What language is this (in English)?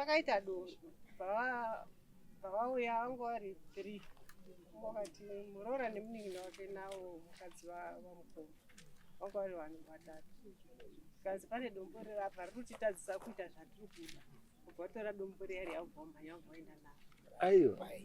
Shona